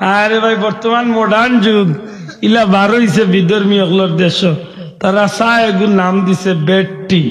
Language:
Sylheti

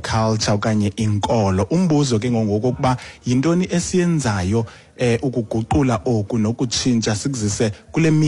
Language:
Xhosa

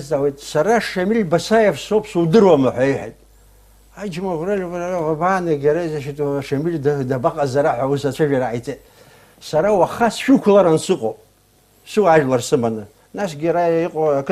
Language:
Abkhazian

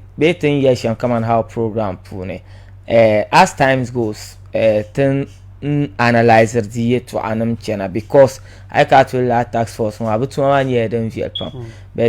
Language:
Dagbani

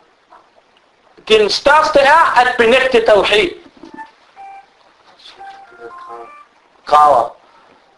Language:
Danish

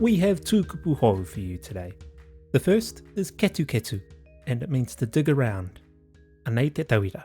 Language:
Māori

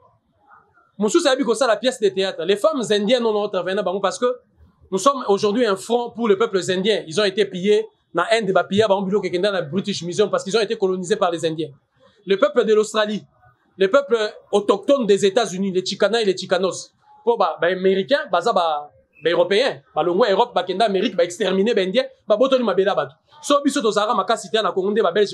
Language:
French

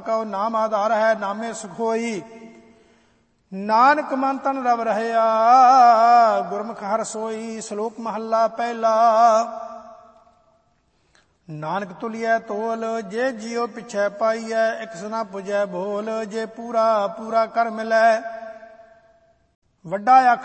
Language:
Punjabi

